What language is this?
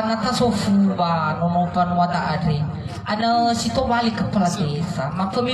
Nias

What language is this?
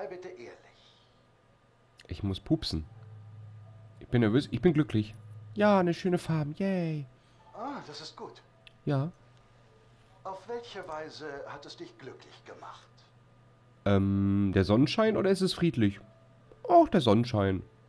German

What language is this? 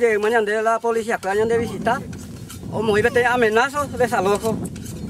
Guarani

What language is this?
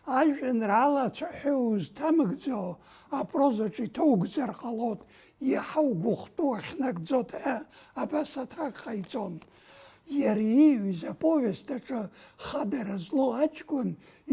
Abkhazian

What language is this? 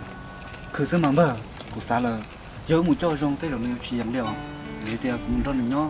Hmong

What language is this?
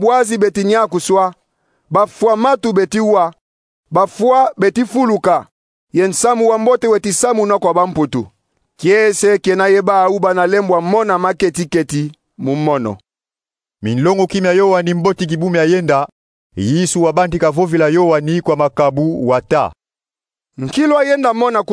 Kongo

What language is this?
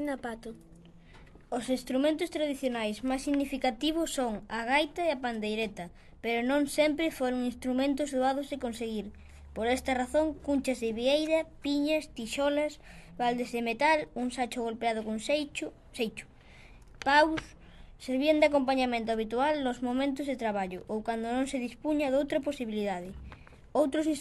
Galician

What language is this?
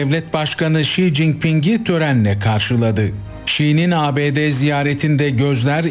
Turkish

